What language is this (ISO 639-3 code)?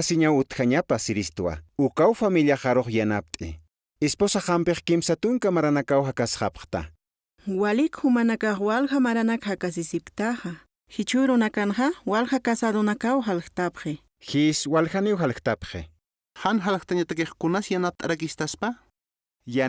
aym